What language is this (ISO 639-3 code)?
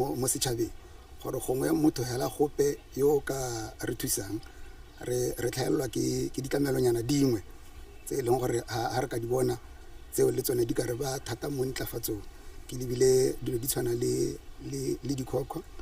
tsn